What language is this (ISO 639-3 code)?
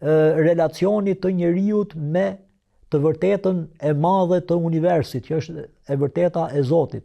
sqi